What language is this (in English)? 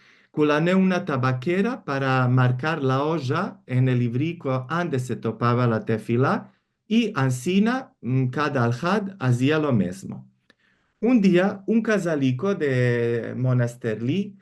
Ladino